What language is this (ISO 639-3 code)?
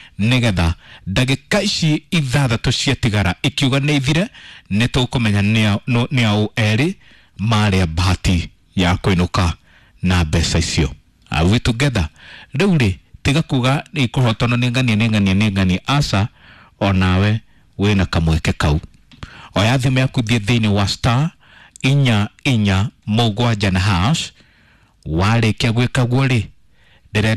kik